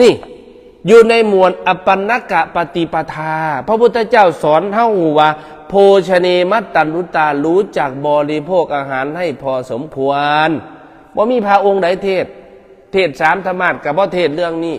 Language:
Northeastern Thai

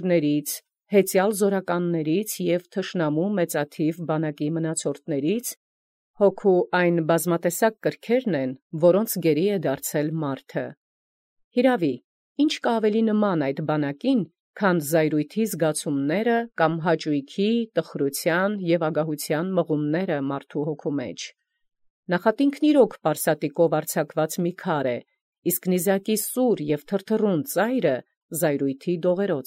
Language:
Armenian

